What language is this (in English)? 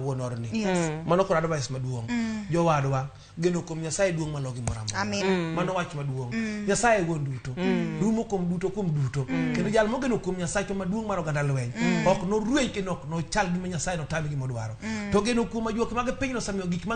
Luo (Kenya and Tanzania)